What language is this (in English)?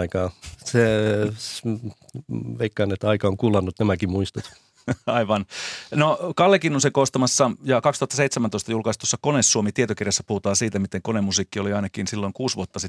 Finnish